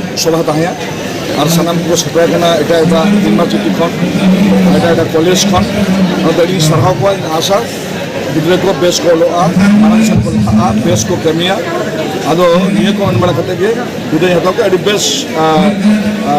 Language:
Santali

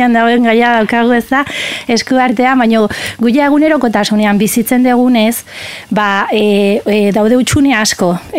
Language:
Basque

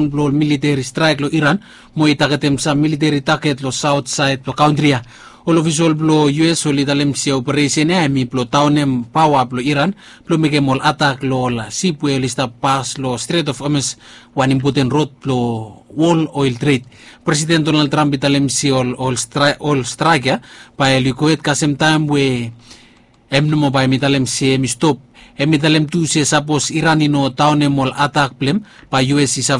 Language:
Bislama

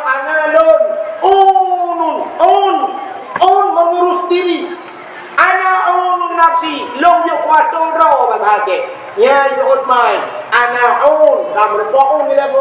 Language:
Achinese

